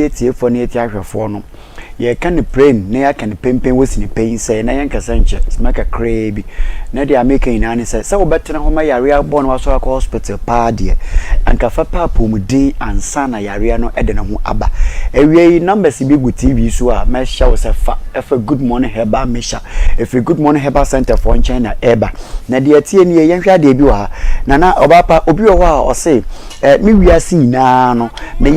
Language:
Akan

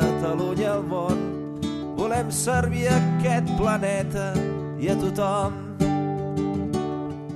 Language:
Catalan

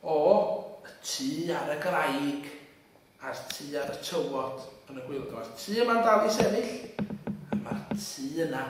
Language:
Welsh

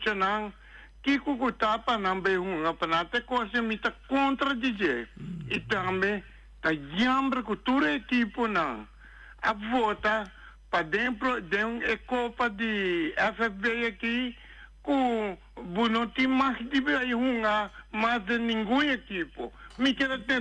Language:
Papiamento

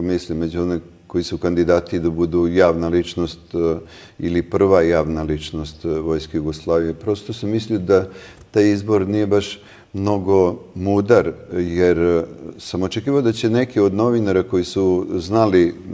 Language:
Serbian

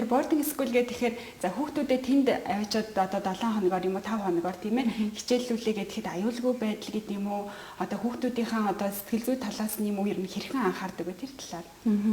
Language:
Mongolian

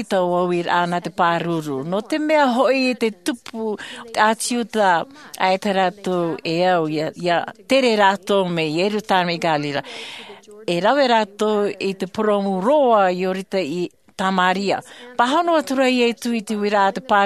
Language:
Tahitian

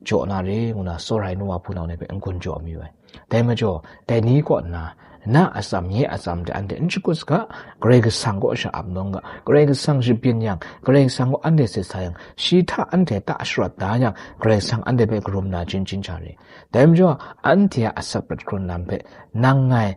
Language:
Kachin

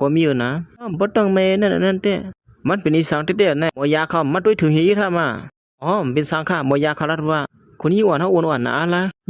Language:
Shan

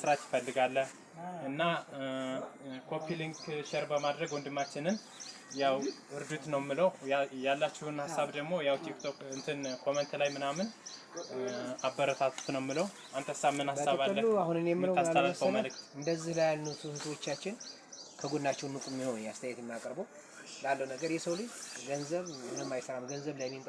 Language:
Amharic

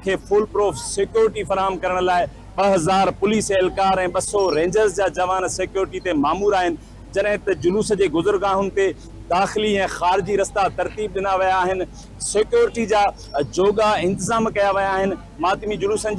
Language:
Sindhi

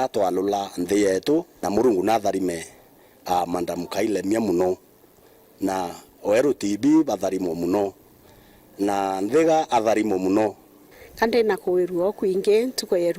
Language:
Meru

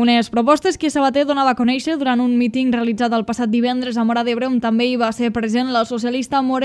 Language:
Catalan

